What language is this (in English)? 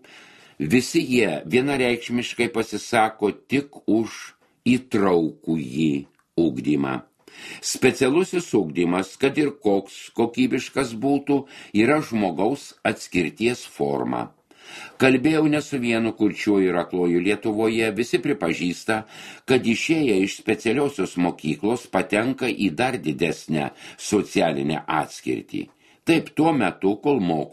Lithuanian